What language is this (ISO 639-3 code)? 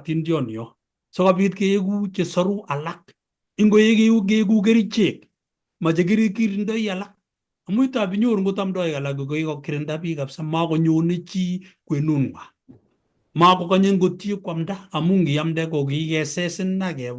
kln